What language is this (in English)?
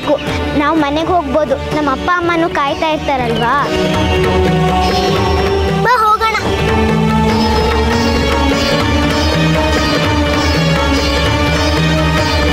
Kannada